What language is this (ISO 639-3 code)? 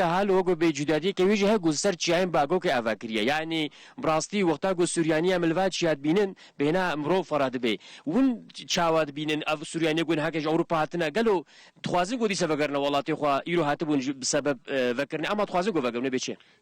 kur